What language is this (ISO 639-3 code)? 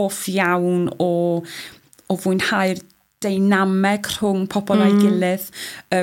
cym